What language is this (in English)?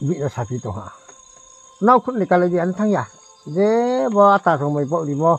Riang (India)